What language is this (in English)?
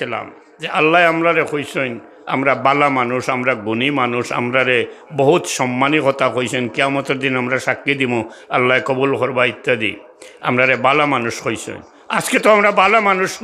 Sylheti